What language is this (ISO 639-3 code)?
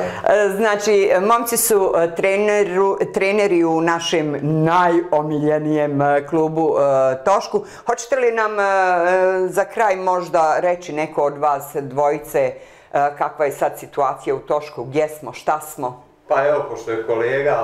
bos